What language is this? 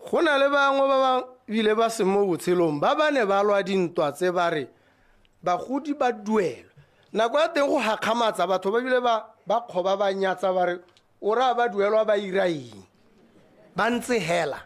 Tswana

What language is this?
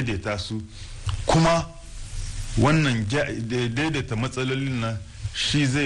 Hausa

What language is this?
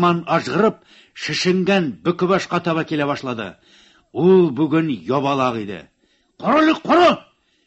Tatar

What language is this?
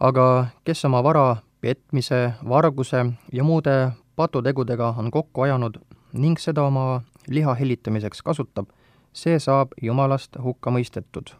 Estonian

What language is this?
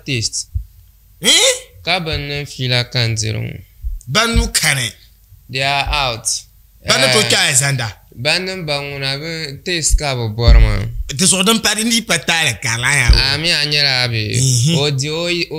Dagbani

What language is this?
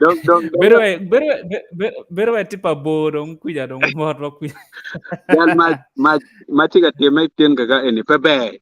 Acoli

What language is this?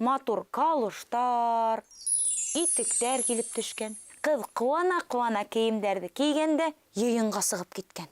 Bashkir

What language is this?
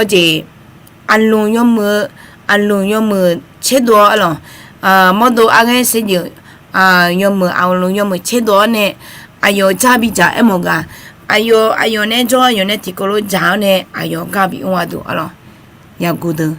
Akha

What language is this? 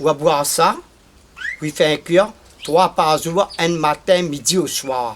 Réunion Creole French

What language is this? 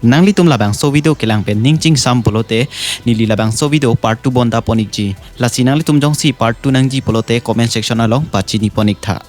Karbi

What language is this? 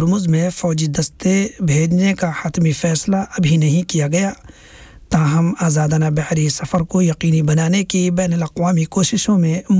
Urdu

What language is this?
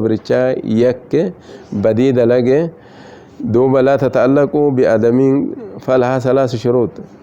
Oromo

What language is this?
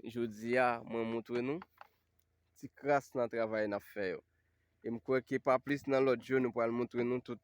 Haitian Creole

